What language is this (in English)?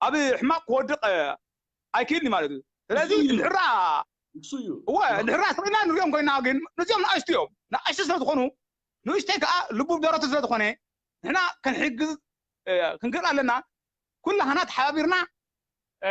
Tigrinya